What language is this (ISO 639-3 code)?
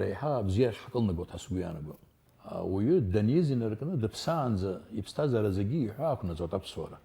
abk